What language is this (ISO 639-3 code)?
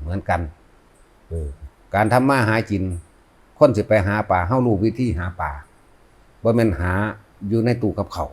tts